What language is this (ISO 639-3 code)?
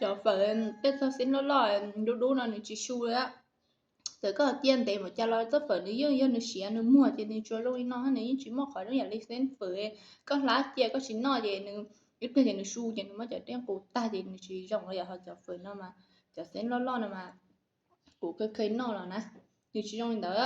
hmn